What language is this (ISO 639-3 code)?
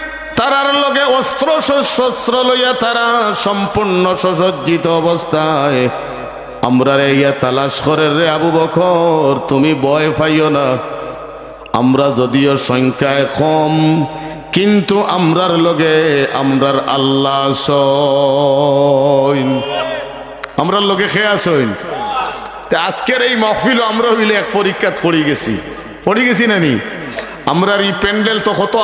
syl